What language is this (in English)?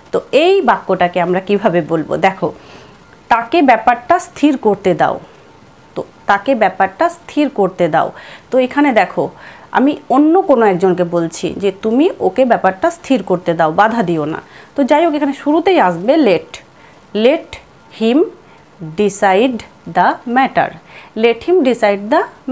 Bangla